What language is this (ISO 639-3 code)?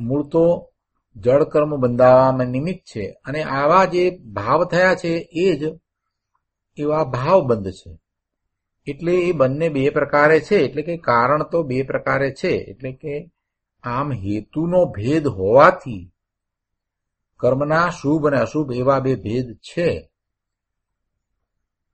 guj